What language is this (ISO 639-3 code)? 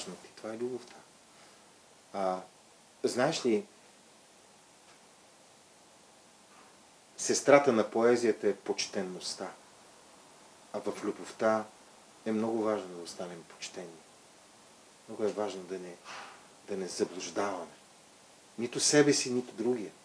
bul